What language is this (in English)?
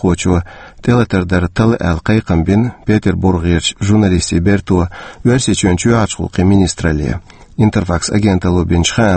Chechen